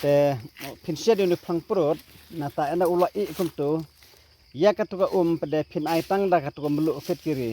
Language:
Khasi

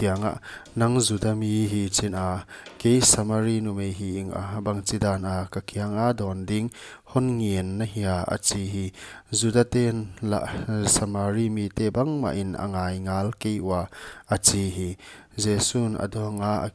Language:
Paite Chin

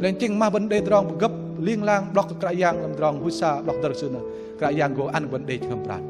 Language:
Bahnar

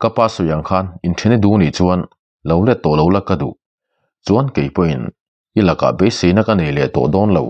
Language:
Mizo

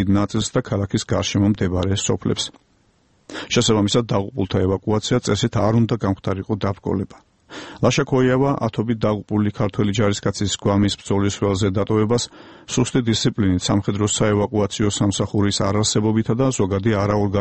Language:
Georgian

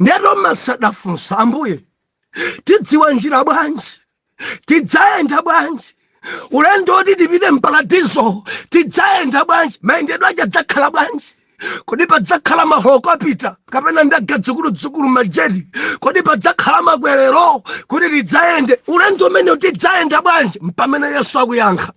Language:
Nyanja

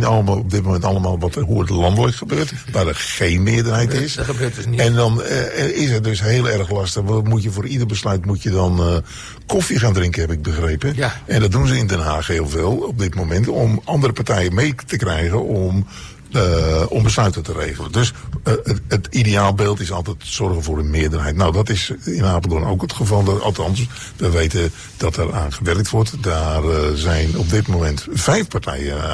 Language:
Dutch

